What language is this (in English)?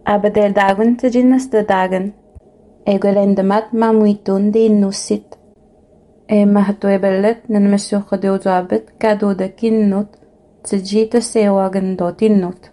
Innu-aimun